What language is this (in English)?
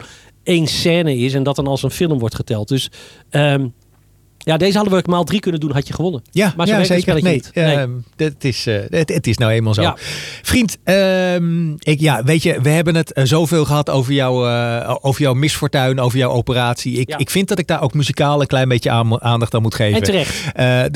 Dutch